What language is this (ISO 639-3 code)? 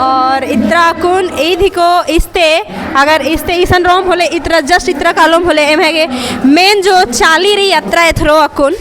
kru